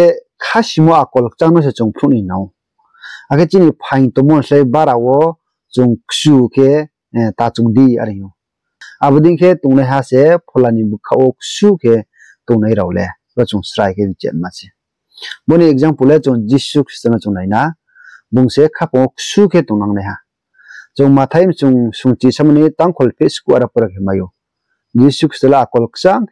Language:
Riang (India)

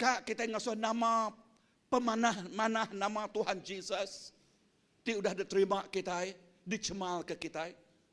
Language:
Iban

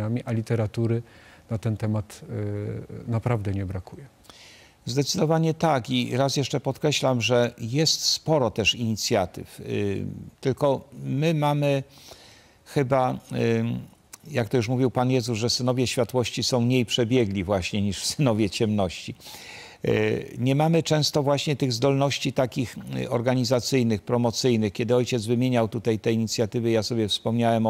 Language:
Polish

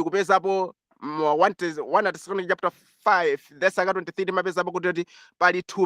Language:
Nyanja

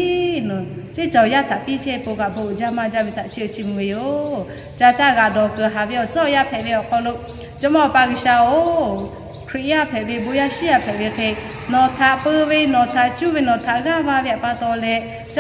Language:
Lahu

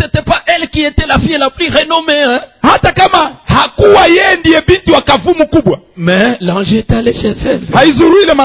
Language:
Swahili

